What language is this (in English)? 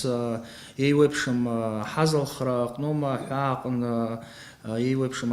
Abkhazian